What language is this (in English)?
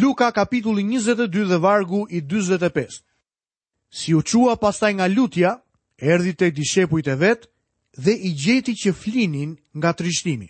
Albanian